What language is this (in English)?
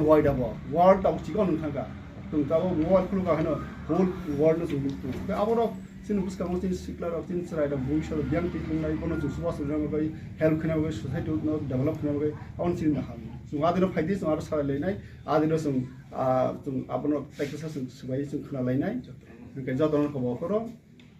Kok Borok